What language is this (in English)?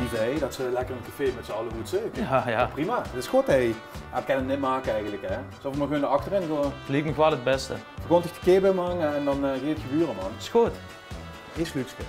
Limburgish